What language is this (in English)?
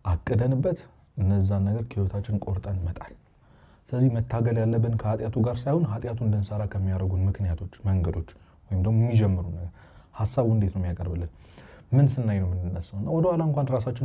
Amharic